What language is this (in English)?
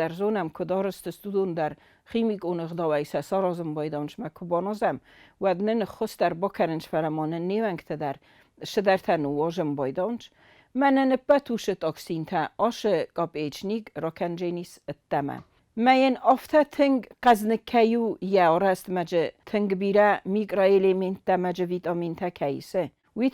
Ossetic